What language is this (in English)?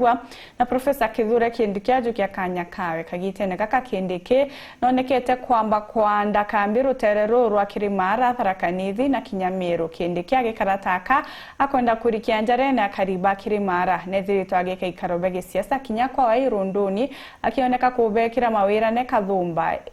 Meru